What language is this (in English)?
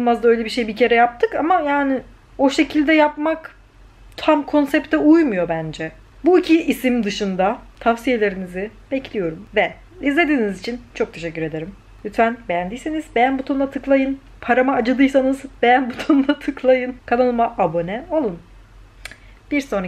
Turkish